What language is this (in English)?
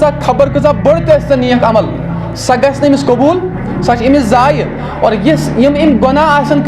Kashmiri